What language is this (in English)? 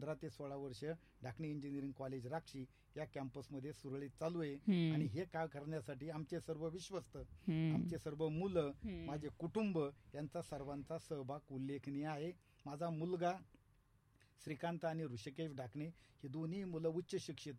Marathi